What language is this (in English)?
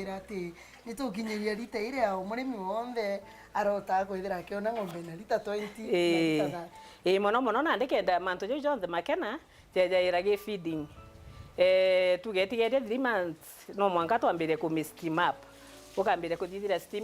Meru